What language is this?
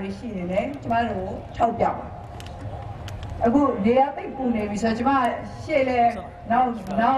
Burmese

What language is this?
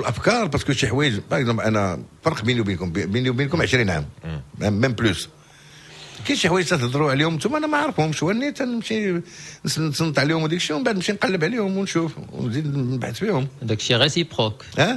Moroccan Arabic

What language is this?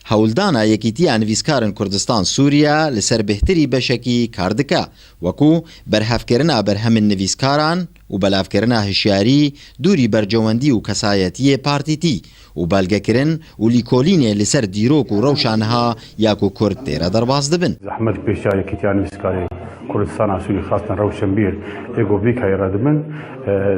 Kurdish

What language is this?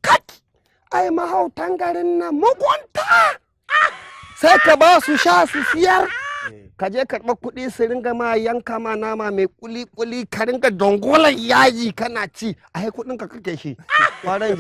Hausa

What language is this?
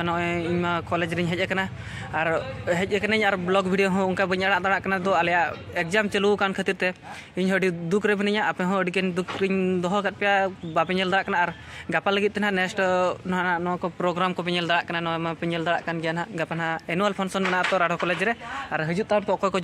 Santali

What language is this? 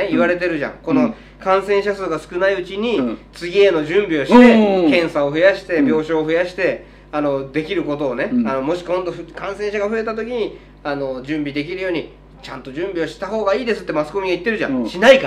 Japanese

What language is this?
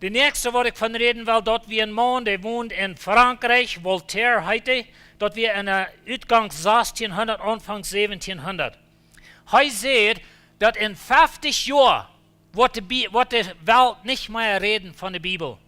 Plautdietsch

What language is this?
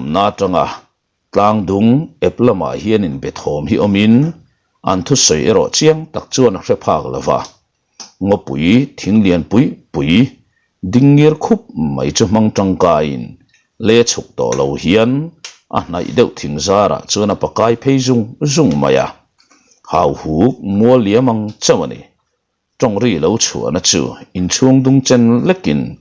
Mizo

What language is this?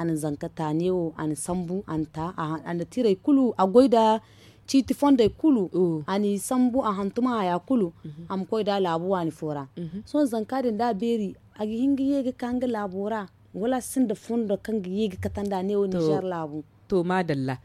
Zarma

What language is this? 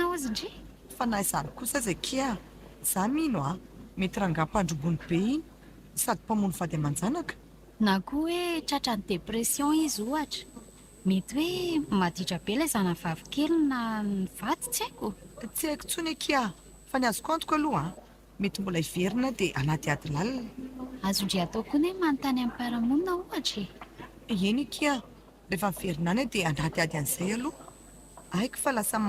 Malagasy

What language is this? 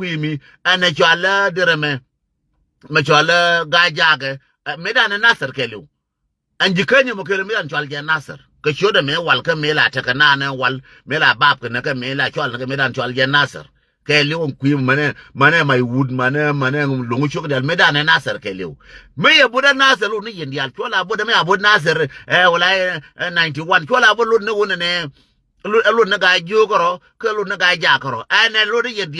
Nuer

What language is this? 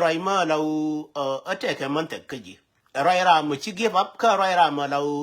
Nuer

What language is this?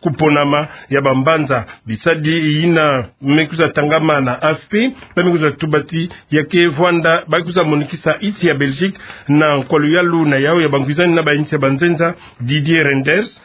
Kituba (Democratic Republic of Congo)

